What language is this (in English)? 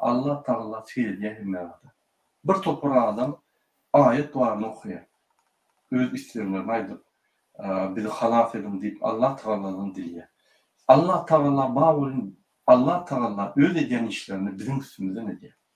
Turkmen